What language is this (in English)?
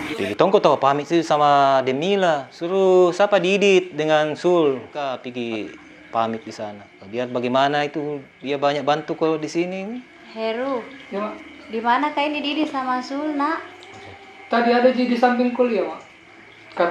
Makassar Malay